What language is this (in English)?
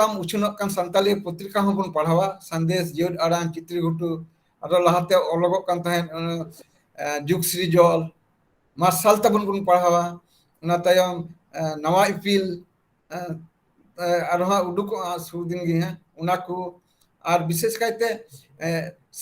Santali